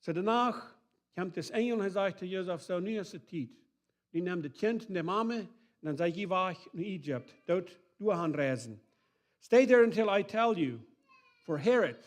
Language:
Plautdietsch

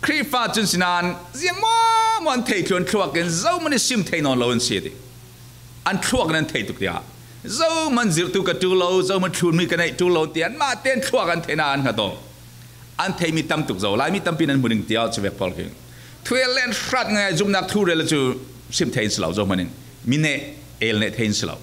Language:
Falam Chin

